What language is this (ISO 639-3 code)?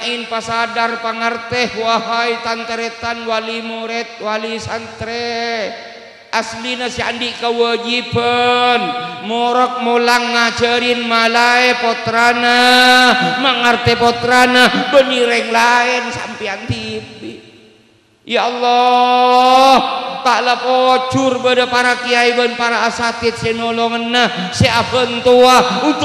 mad